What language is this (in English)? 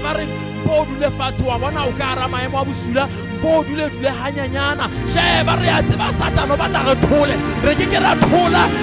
Southern Sotho